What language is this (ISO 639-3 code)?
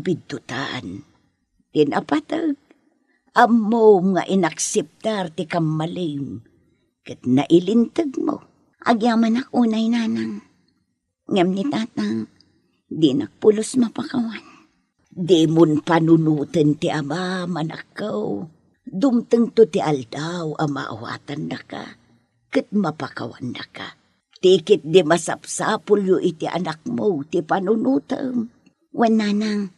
ilo